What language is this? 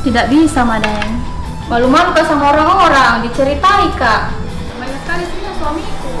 Makassar Malay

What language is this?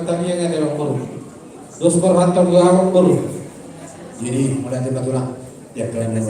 Batak Toba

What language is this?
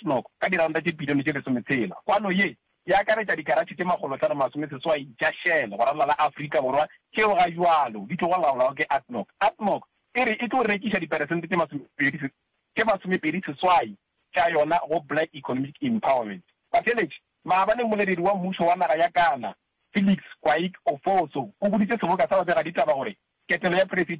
Northern Sotho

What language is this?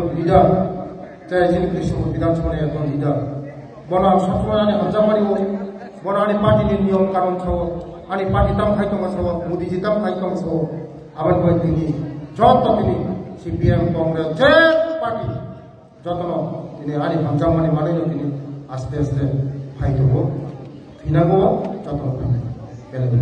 Kok Borok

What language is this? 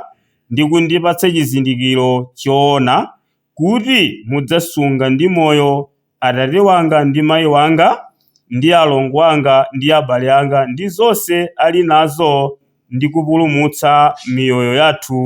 Nyanja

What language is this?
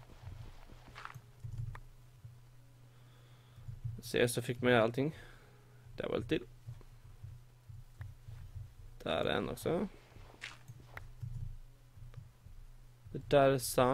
Swedish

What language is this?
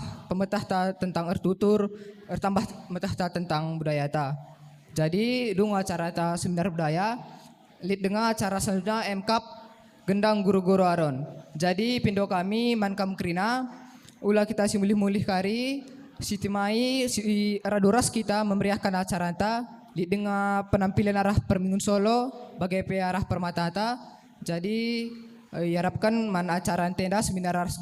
Batak Karo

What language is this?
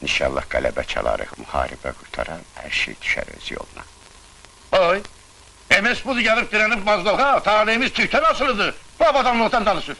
Azerbaijani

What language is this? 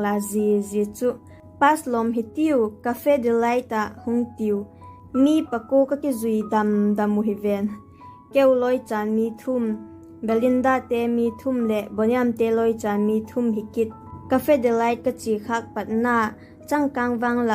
Vaiphei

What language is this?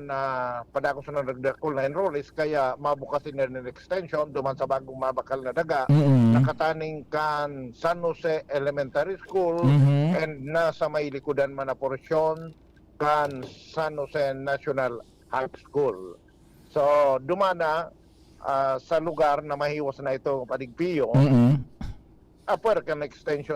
Bikol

